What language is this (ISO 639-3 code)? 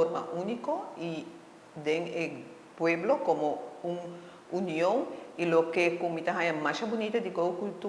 pap